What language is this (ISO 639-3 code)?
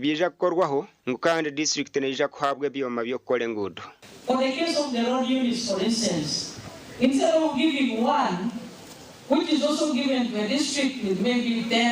nyn